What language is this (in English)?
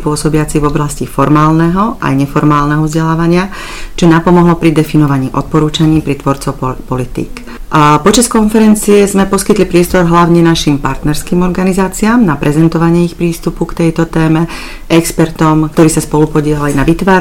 Slovak